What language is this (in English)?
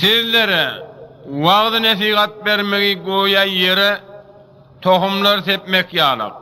Turkmen